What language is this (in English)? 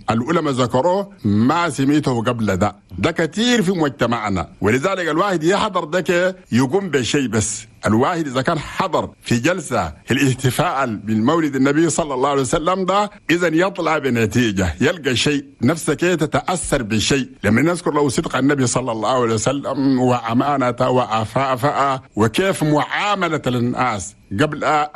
Chadian Arabic